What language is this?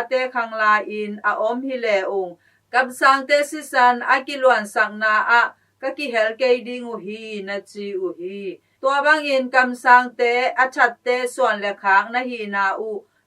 Tedim Chin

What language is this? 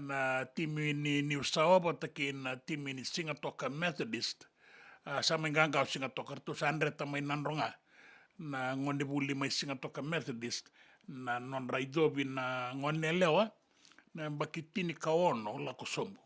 Fijian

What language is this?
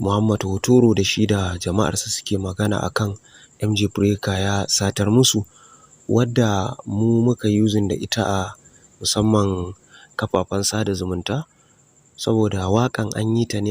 Hausa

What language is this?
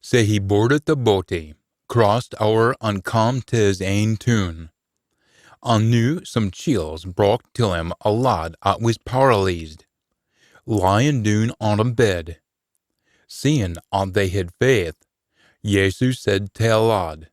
Scots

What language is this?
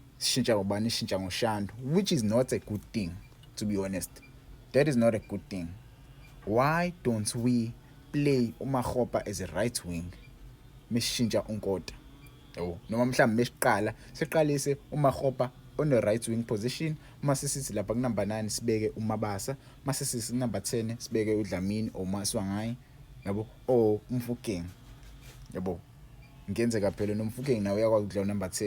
Zulu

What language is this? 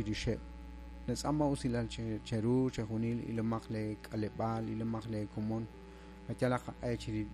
Kekchí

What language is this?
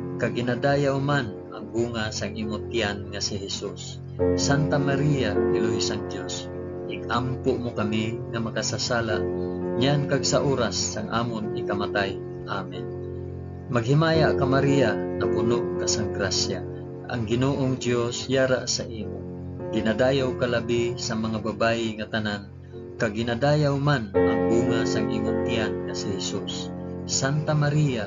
Hiligaynon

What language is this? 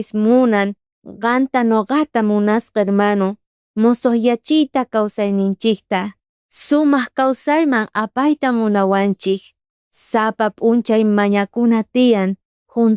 South Bolivian Quechua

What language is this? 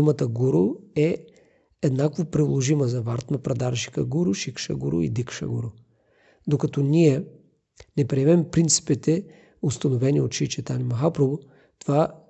Bulgarian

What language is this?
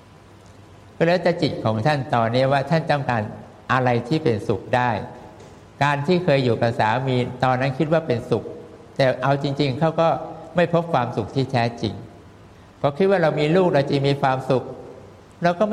Thai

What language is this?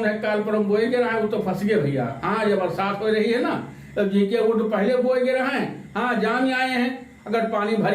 Awadhi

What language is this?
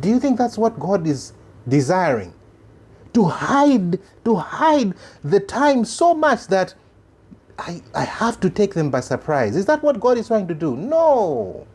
English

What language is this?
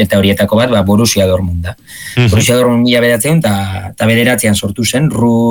Basque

